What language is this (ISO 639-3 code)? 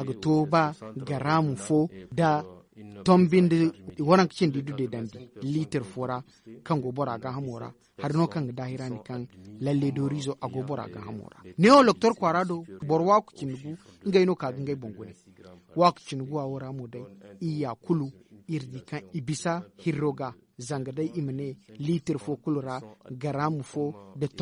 dje